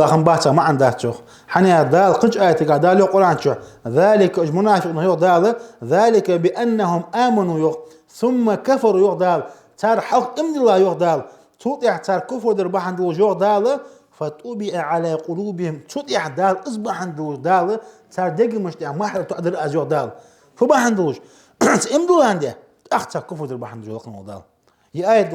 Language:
Ingush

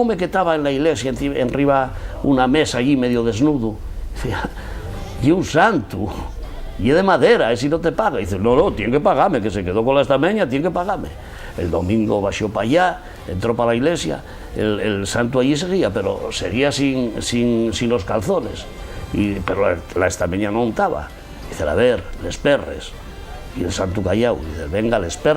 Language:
Asturian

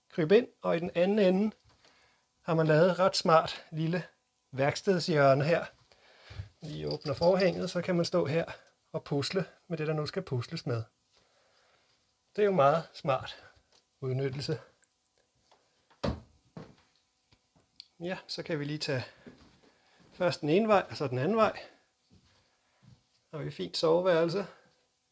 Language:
Danish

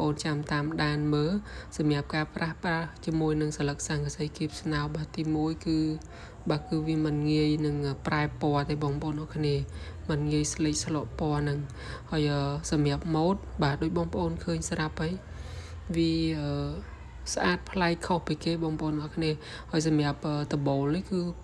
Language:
Khmer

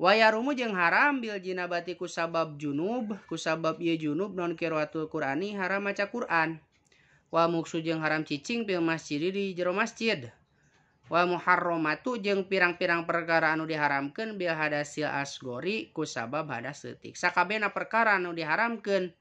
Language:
Sundanese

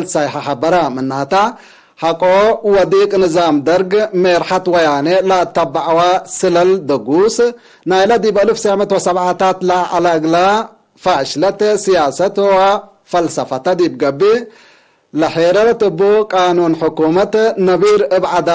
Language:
Tigre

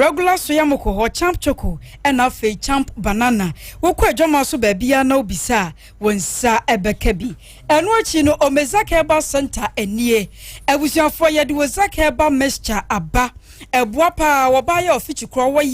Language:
Akan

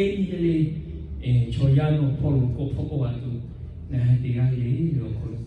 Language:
Lahu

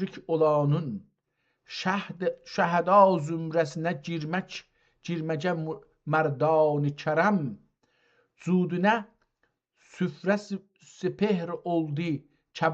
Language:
South Azerbaijani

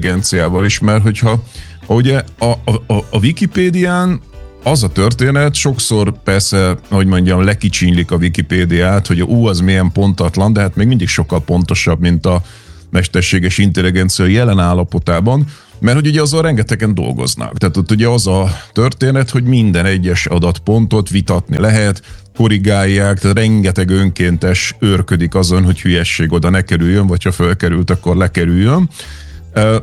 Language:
Hungarian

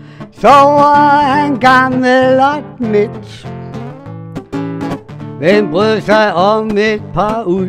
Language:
Danish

